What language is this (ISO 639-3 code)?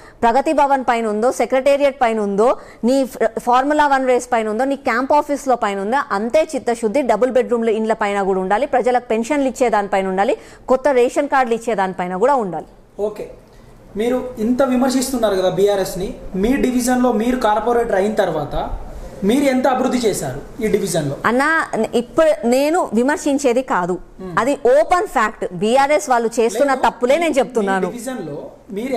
tel